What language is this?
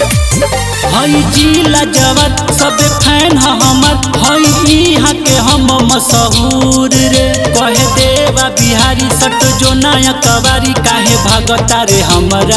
Bhojpuri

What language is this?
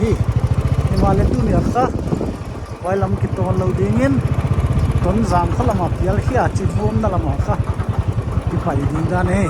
Paite Chin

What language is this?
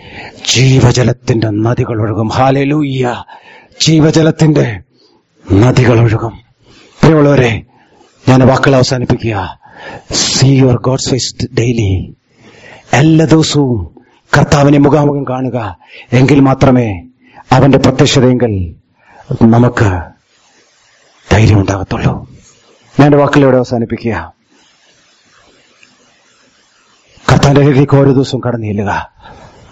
Malayalam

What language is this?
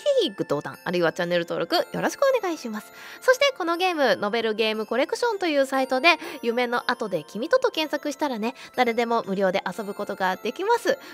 Japanese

